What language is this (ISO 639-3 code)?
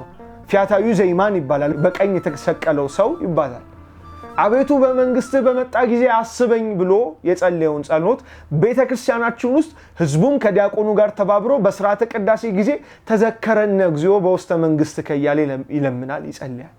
amh